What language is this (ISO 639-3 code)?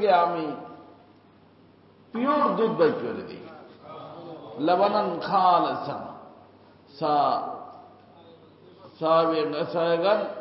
ben